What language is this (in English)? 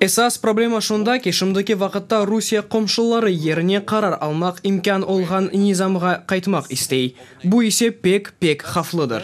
Crimean Tatar